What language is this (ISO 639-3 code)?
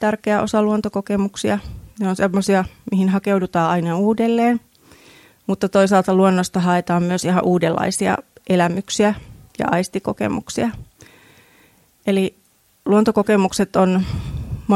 fin